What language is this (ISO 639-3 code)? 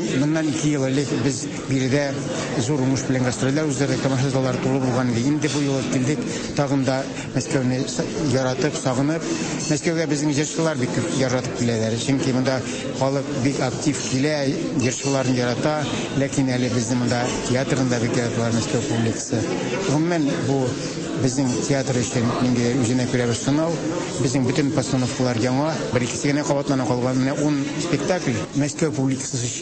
tat